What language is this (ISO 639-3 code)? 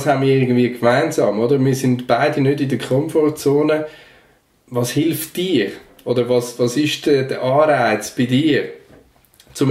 gsw